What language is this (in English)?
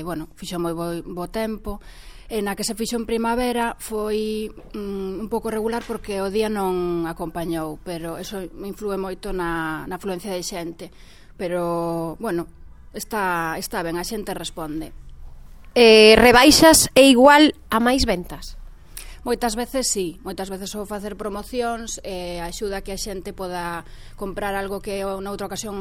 Galician